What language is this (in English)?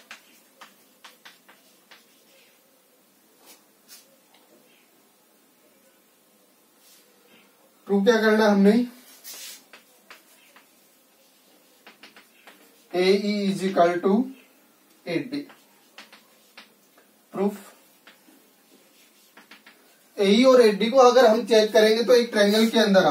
Hindi